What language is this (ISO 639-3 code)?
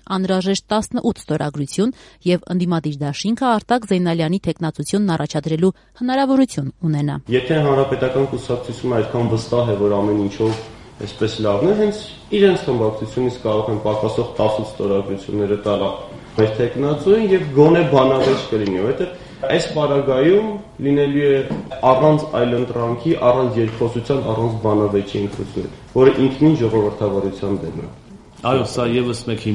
hye